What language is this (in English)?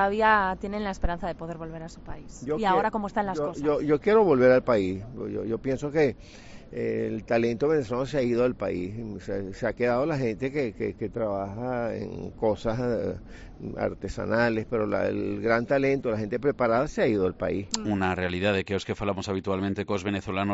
Galician